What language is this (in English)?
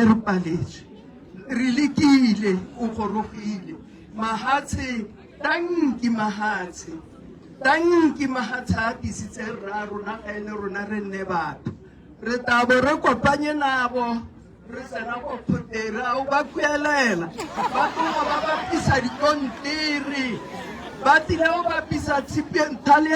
Tswana